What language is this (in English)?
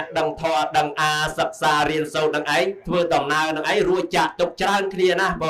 Khmer